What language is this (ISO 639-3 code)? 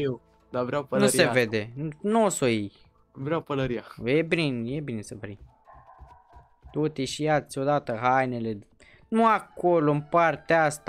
ron